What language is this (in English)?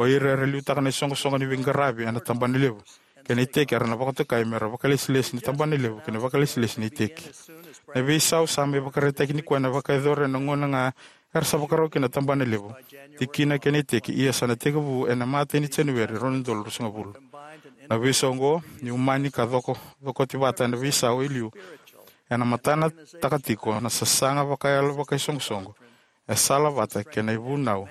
Fijian